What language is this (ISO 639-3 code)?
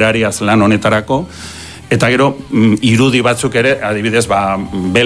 eus